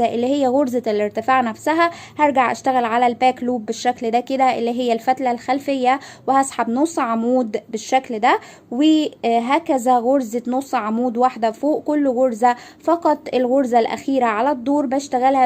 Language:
Egyptian Arabic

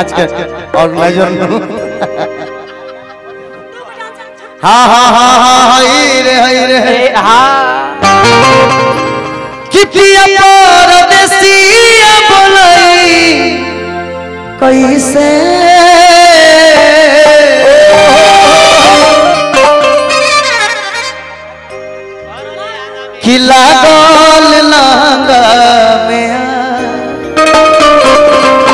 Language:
Bhojpuri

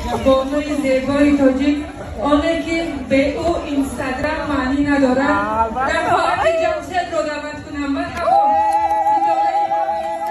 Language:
Tajik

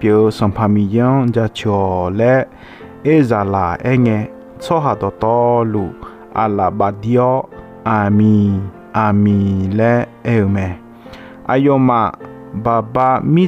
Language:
Akha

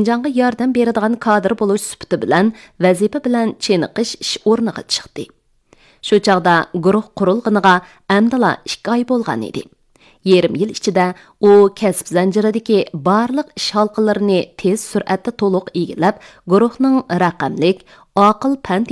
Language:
Uyghur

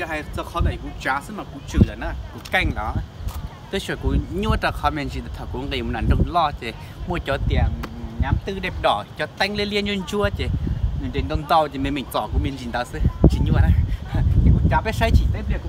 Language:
Hmong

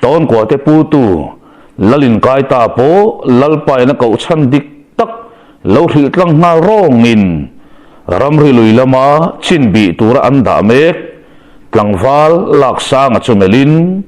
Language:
Mizo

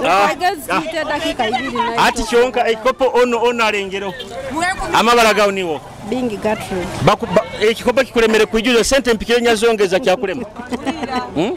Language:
Nyoro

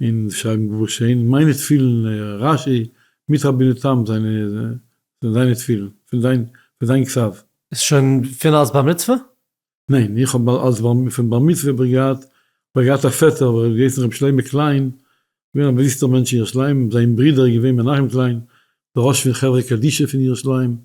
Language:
Yiddish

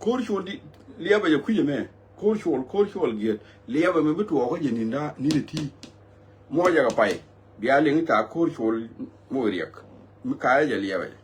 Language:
Nuer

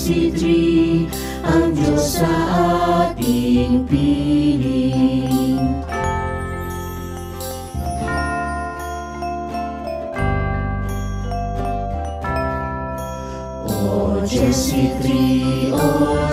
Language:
Filipino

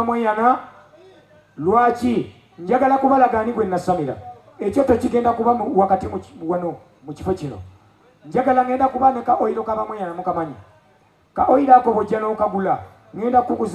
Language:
Ganda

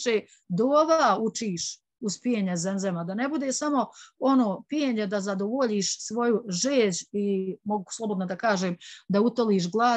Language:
Bosnian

